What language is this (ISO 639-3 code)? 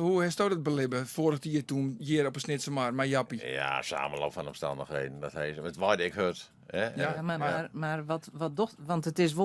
fry